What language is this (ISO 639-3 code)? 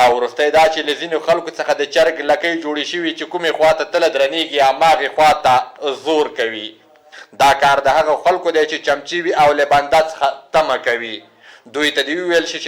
pus